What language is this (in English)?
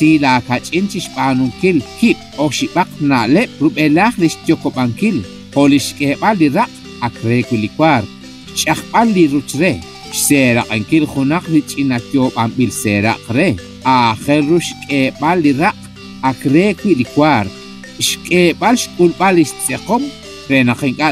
Kekchí